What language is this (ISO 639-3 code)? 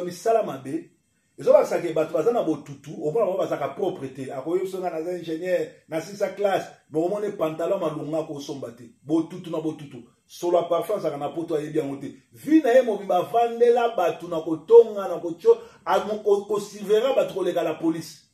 lin